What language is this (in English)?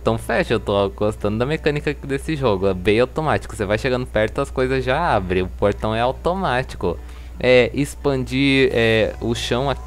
Portuguese